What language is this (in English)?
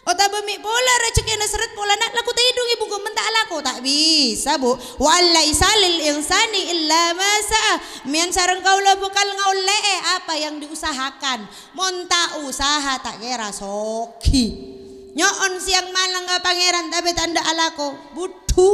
Madurese